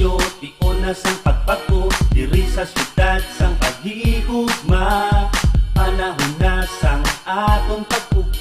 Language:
Hiligaynon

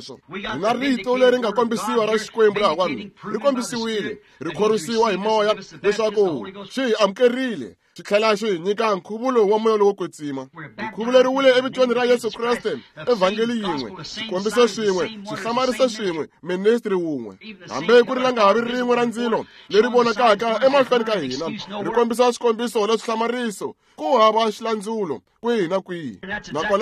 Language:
Tsonga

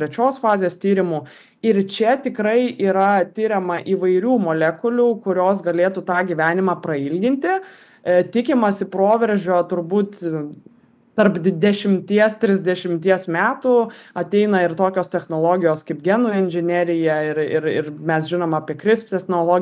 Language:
Lithuanian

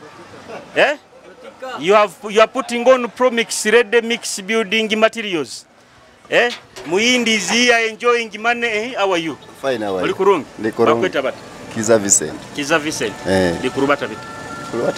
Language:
Nyoro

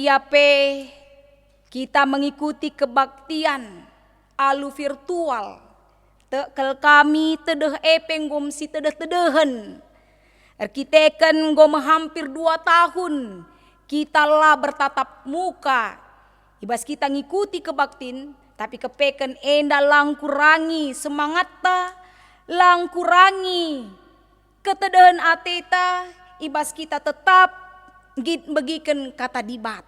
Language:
Batak Karo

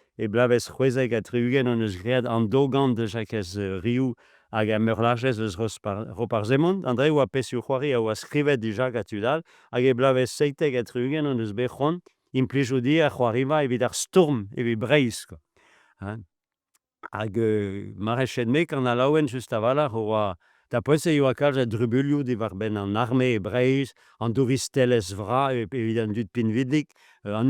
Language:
Breton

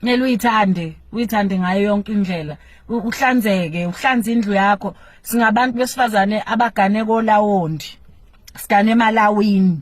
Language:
Zulu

